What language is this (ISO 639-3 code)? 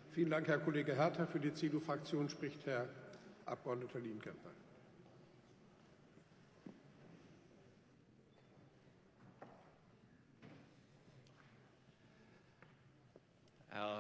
deu